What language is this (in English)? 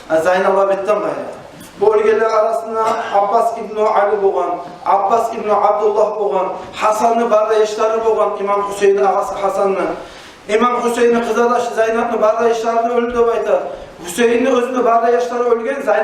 Kumyk